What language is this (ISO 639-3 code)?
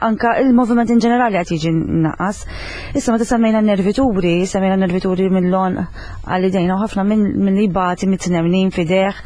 mlt